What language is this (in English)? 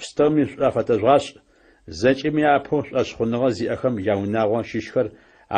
Adyghe